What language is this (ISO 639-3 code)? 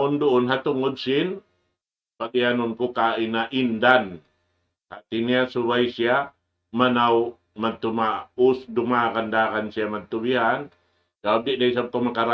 tsg